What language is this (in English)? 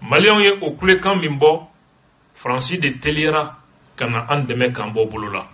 Bambara